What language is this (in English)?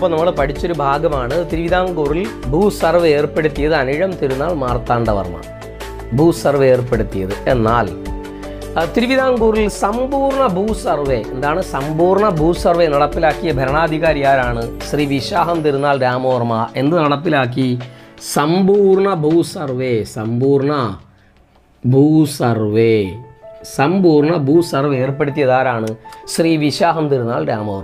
Malayalam